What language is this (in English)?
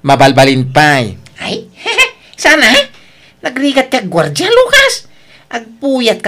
Iloko